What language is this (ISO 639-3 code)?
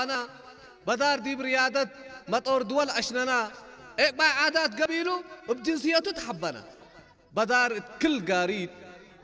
tig